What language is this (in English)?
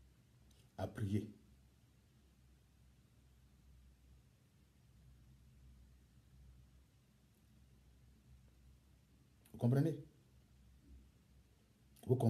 French